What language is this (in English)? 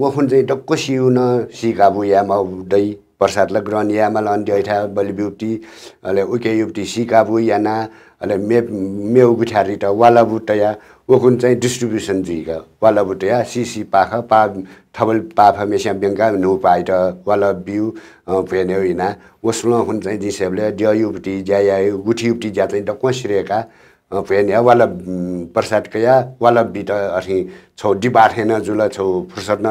Newari